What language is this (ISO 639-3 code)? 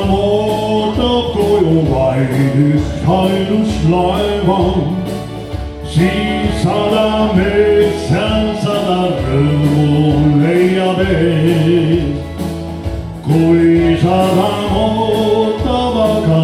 est